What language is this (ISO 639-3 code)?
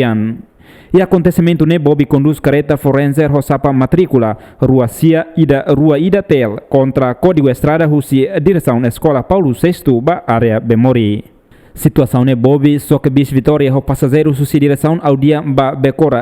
tet